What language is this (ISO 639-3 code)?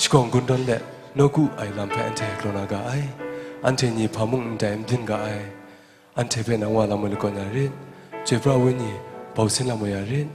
kac